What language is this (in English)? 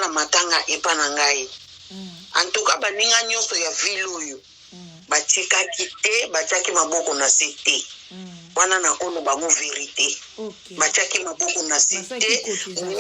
Lingala